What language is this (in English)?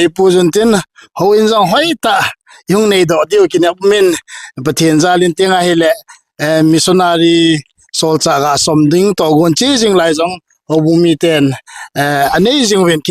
Thado Chin